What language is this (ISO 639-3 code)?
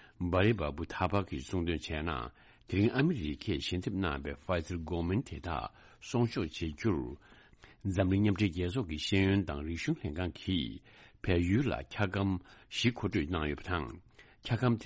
bod